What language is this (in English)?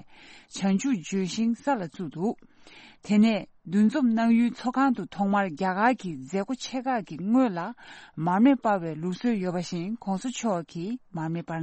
Tibetan